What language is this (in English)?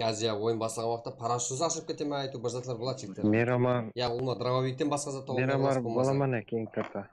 Kara-Kalpak